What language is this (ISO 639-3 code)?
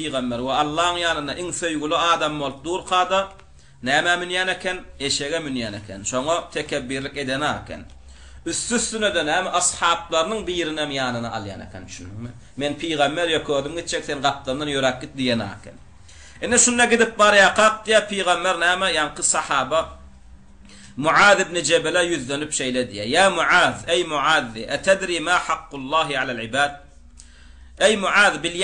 tuk